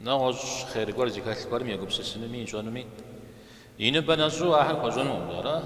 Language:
Kabardian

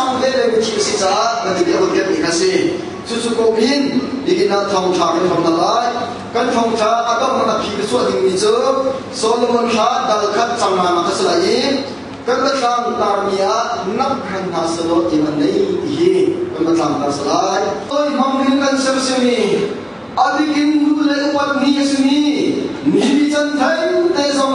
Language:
Hakha Chin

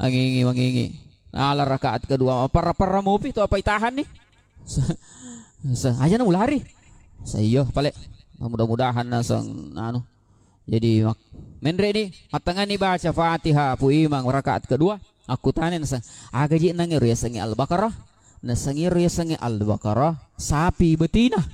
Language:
Buginese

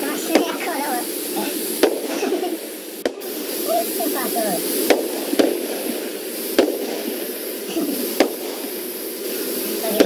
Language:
Romanian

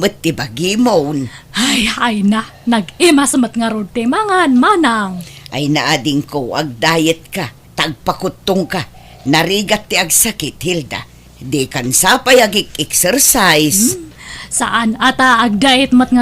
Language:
Iloko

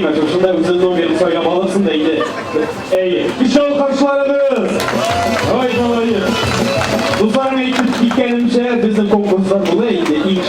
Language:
Tatar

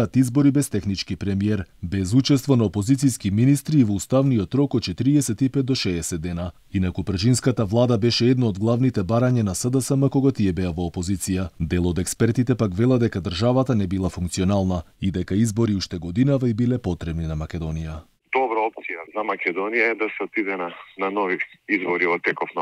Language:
Macedonian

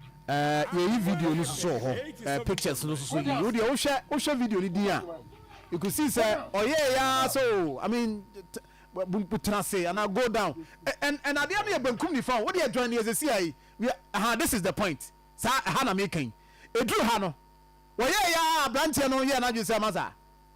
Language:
Akan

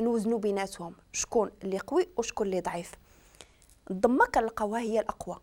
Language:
Moroccan Arabic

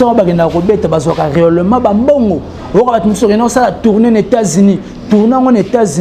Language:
Lingala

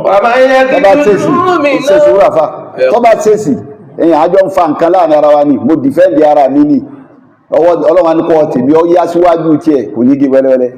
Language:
Yoruba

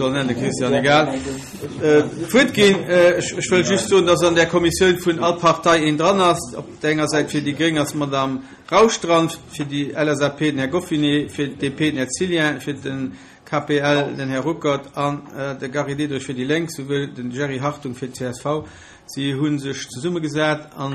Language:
Luxembourgish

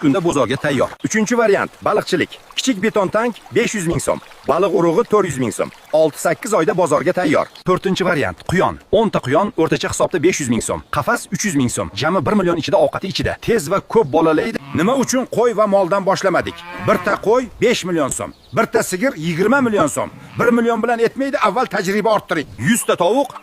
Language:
Uzbek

